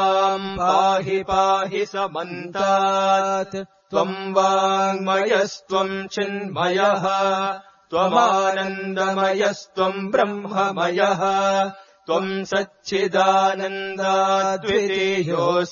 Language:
Sanskrit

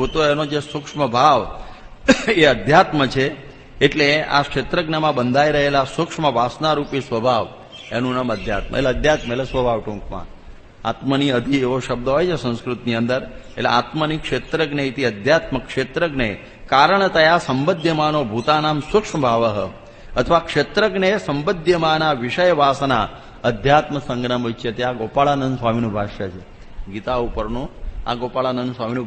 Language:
Gujarati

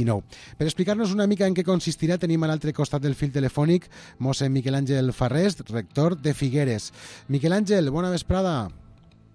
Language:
Catalan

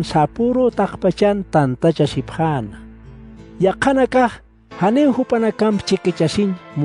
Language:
Aymara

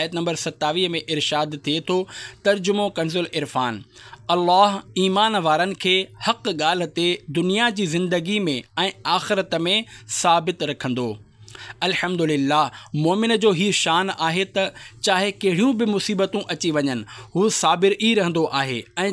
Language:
Sindhi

